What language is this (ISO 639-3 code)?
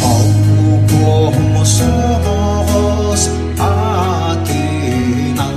sah